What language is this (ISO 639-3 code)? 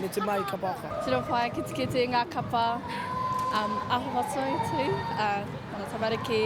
mri